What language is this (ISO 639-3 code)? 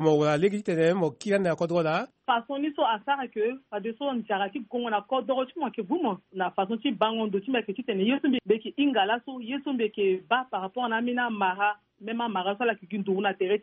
sag